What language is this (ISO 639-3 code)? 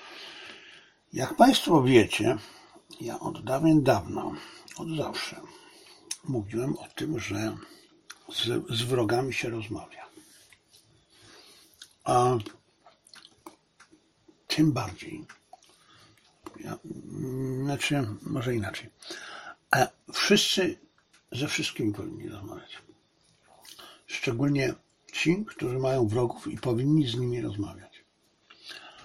pol